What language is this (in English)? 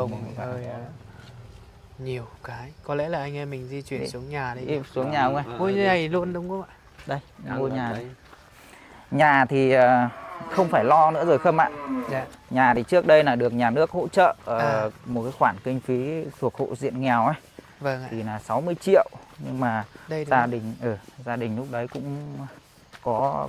Vietnamese